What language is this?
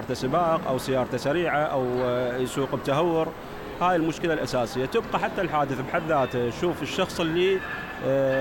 Mesopotamian Arabic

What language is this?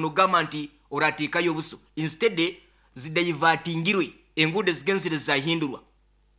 Nyoro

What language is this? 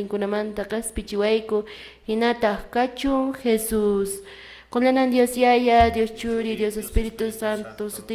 Quechua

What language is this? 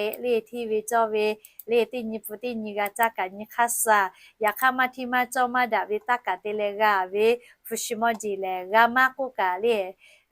Lahu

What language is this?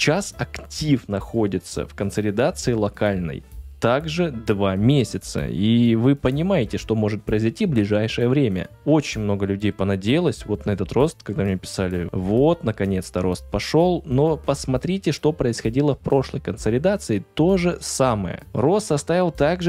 Russian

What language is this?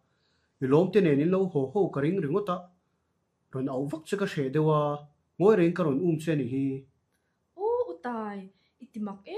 Mizo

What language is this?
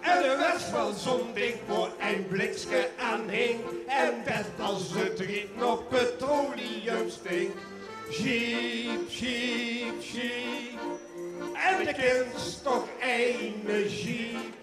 Limburgish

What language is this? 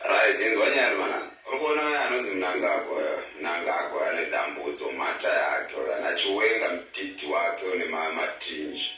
Shona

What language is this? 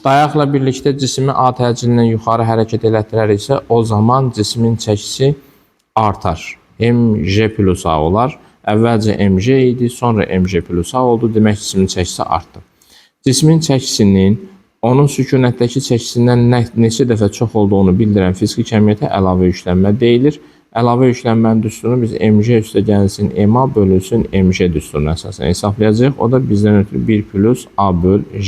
Azerbaijani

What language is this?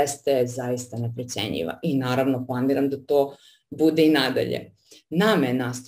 Serbian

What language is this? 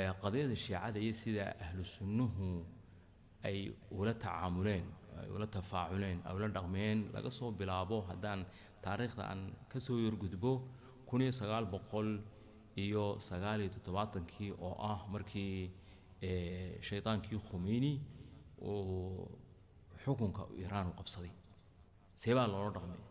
Somali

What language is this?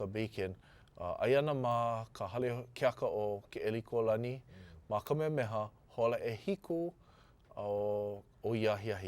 Hawaiian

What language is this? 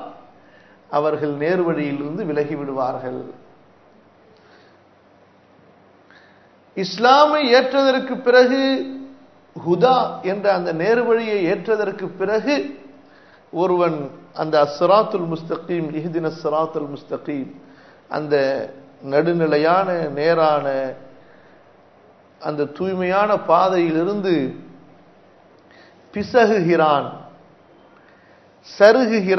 Tamil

